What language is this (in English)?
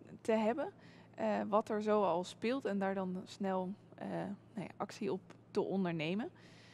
Dutch